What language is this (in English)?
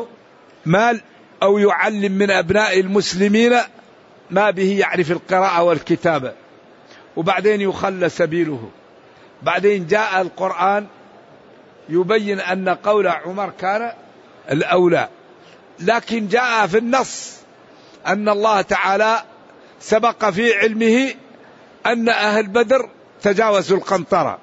Arabic